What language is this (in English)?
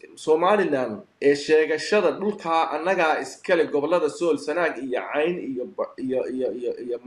Somali